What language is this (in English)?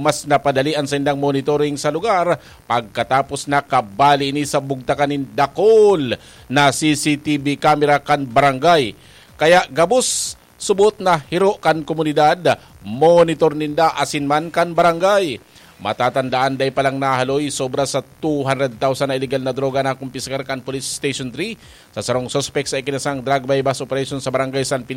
Bikol